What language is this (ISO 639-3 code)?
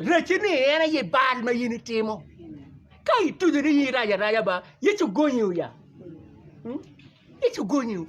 ach